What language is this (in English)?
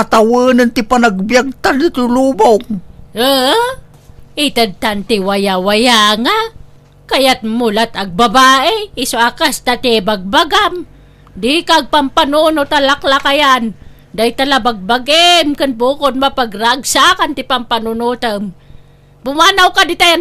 Iloko